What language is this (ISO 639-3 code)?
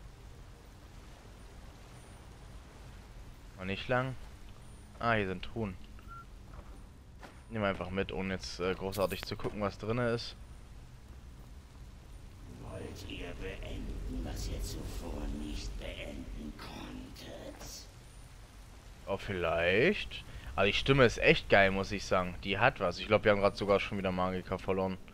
deu